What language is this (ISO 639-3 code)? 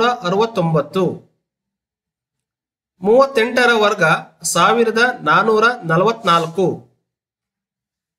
kan